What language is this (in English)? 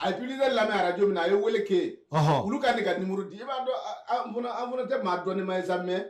Bambara